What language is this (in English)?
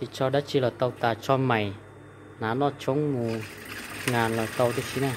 Hmong